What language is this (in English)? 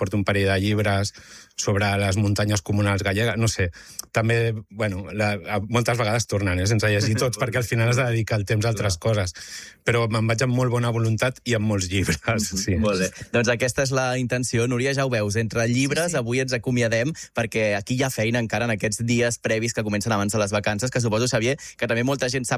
Catalan